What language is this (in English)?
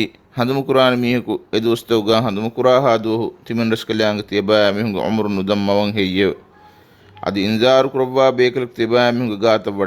Divehi